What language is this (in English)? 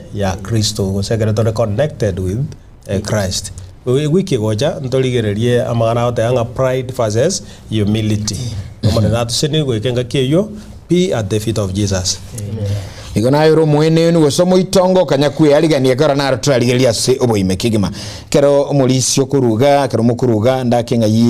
Gusii